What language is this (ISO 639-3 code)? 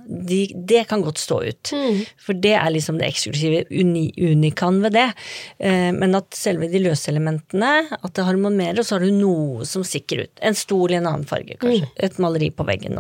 nor